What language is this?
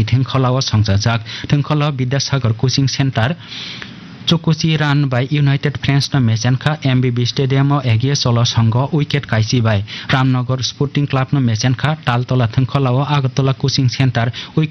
Kok Borok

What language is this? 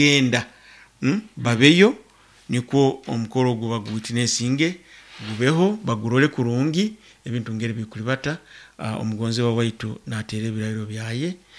Nyoro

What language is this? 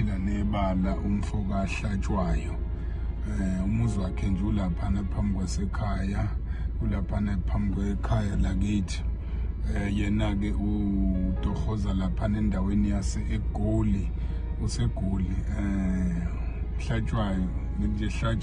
Zulu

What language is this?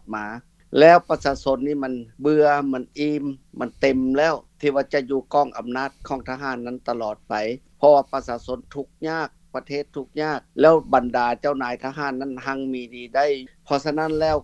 Lao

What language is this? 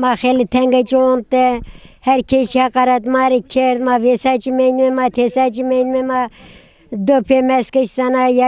Zaza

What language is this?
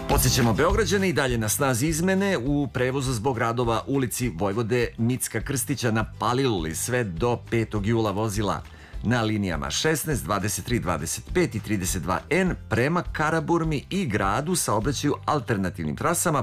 Serbian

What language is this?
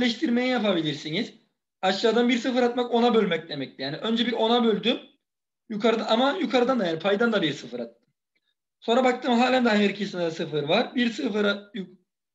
Turkish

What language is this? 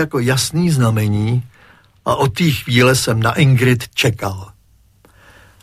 Czech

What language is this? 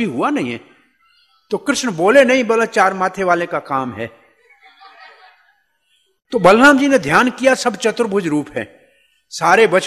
Hindi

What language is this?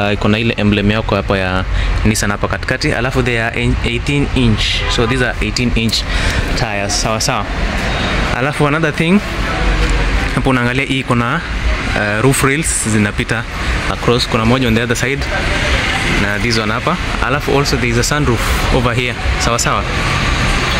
Swahili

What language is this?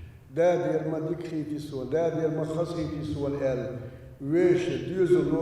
Chechen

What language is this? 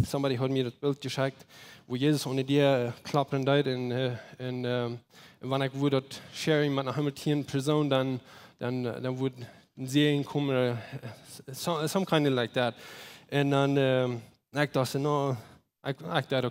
Plautdietsch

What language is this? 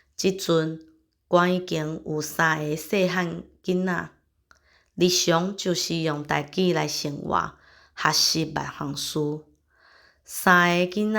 Min Nan Chinese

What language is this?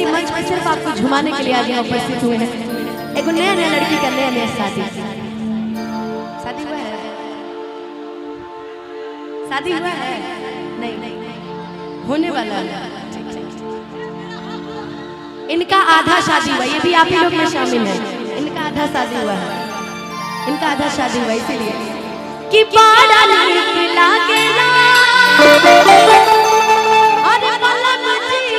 Bhojpuri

